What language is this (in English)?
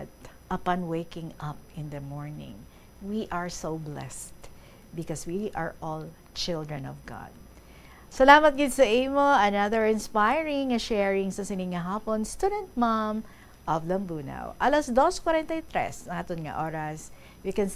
Hiligaynon